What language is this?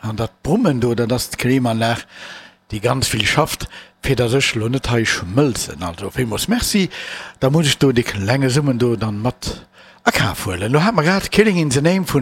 Luxembourgish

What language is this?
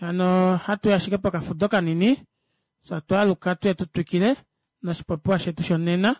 Kuanyama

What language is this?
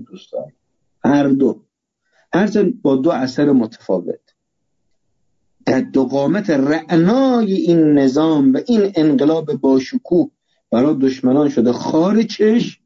Persian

